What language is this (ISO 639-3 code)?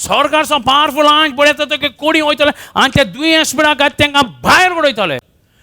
kok